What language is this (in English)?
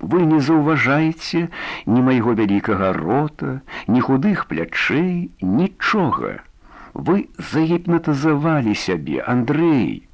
Belarusian